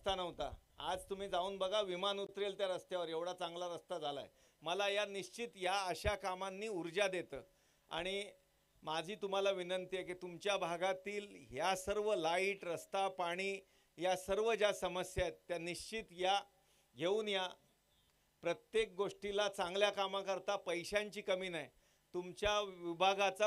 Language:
Marathi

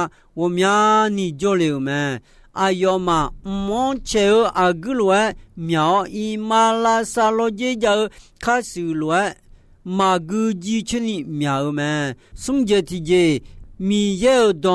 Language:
Akha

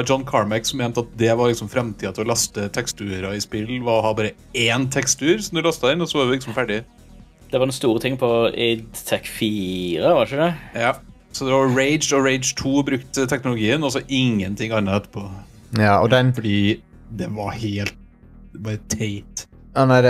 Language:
Norwegian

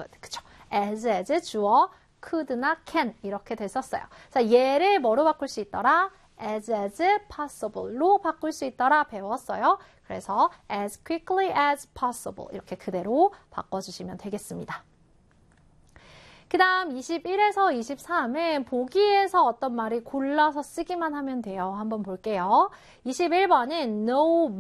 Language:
Korean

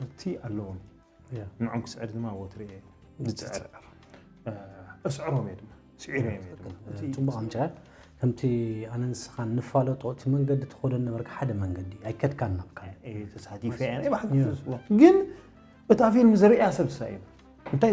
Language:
Tigrinya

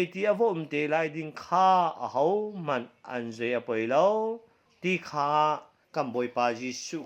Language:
Hakha Chin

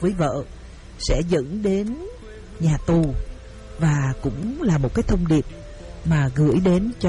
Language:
Vietnamese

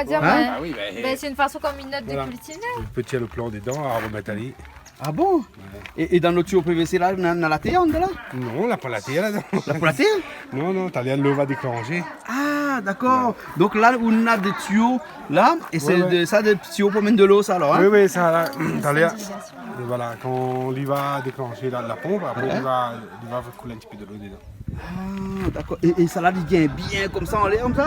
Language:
Réunion Creole French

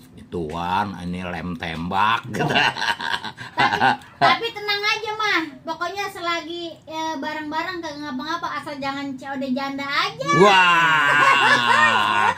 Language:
Betawi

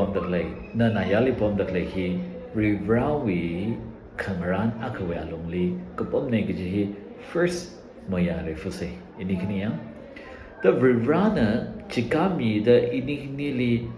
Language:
Tangkhul Naga (India)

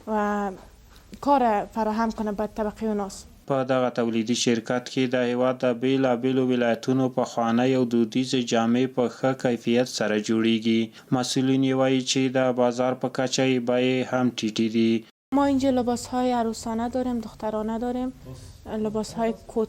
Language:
Pashto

